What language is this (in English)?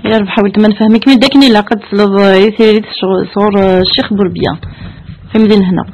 Kabyle